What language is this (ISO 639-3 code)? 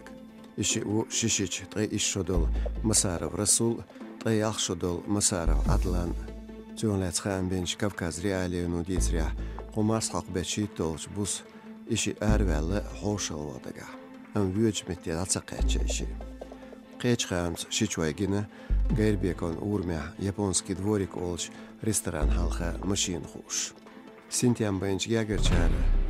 che